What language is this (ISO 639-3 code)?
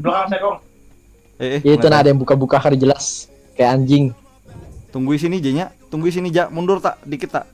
bjn